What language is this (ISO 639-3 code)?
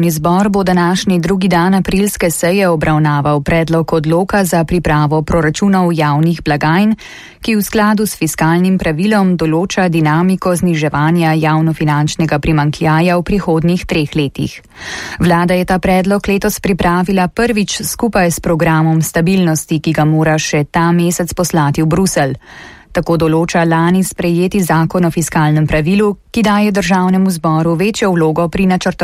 slv